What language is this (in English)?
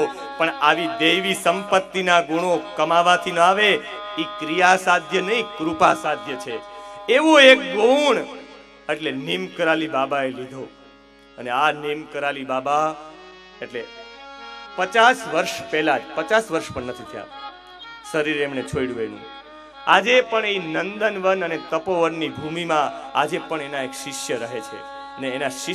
Gujarati